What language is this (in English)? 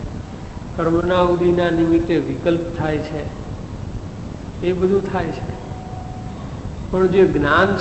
Gujarati